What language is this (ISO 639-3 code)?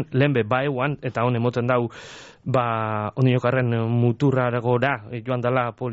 eus